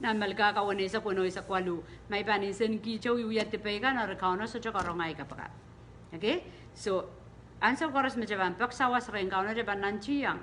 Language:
Pohnpeian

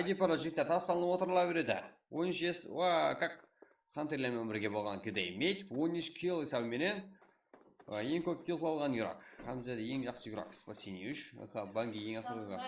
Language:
Kara-Kalpak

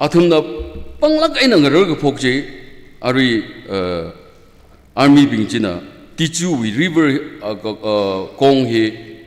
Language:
Tangkhul Naga (India)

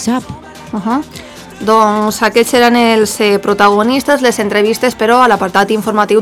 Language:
Catalan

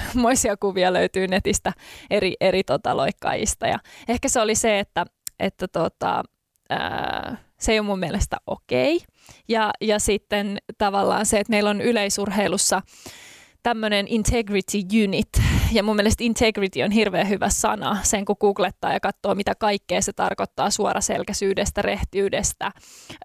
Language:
Finnish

